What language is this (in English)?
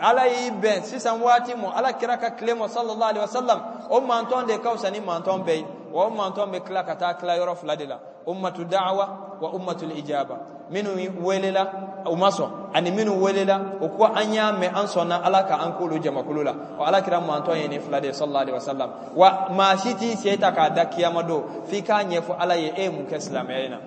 Bambara